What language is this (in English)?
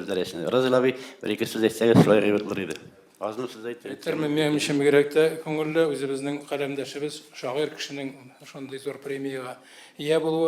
Tatar